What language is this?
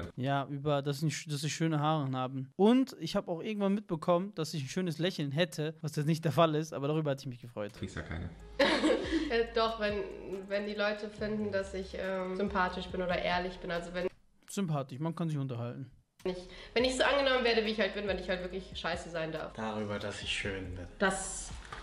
German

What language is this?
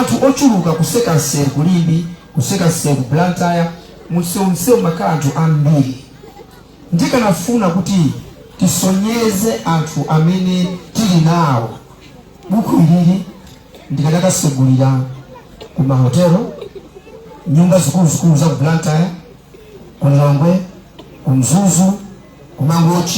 Nyanja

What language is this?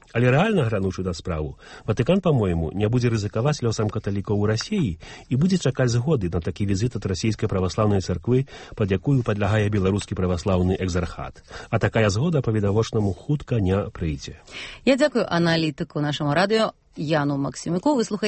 Belarusian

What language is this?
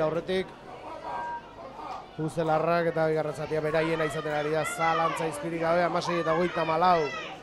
Basque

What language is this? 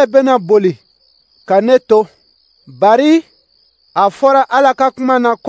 Dyula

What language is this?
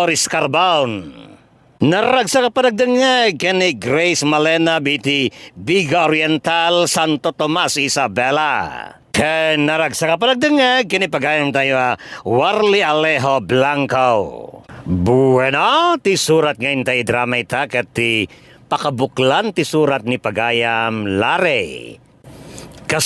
Iloko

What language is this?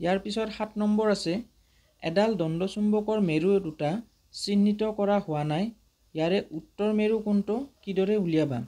Assamese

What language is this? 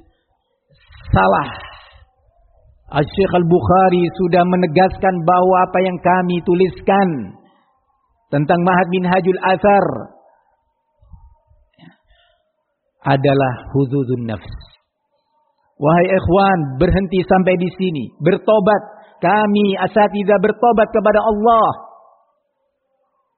Indonesian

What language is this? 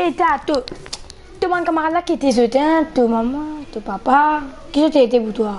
Morisyen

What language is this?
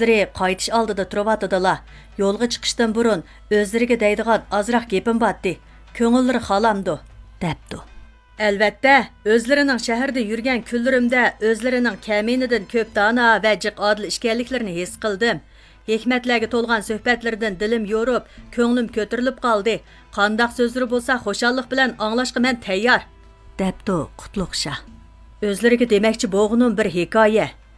Uyghur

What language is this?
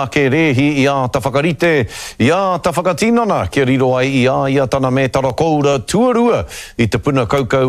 Māori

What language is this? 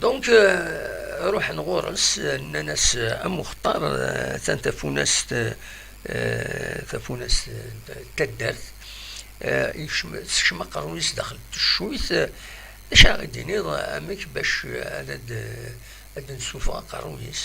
Kabyle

